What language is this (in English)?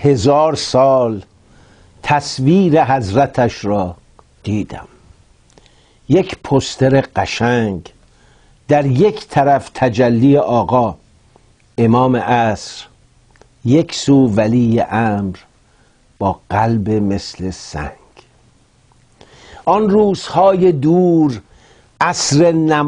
Persian